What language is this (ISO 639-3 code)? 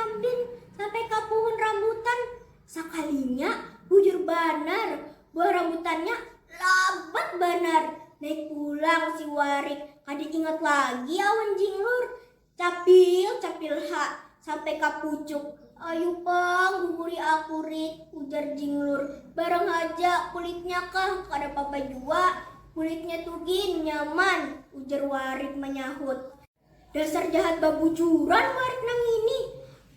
bjn